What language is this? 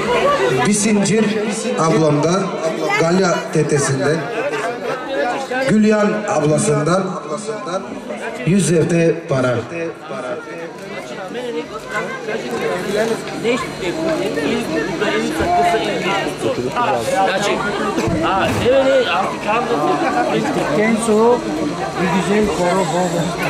Turkish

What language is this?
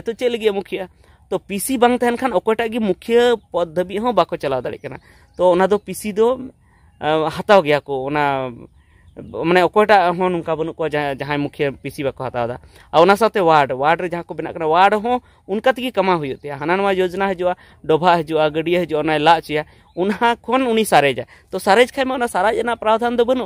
Santali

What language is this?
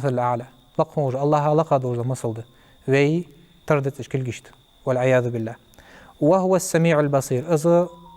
Ingush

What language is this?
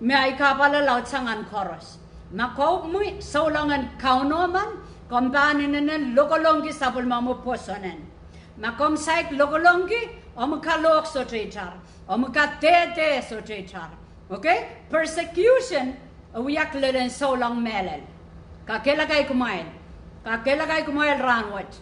Pohnpeian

